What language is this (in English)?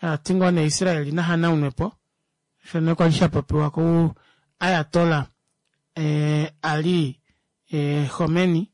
Kuanyama